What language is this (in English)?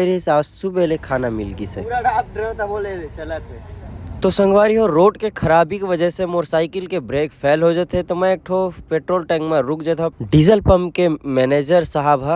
Chhattisgarhi